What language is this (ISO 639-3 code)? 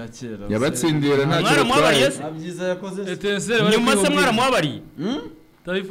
kin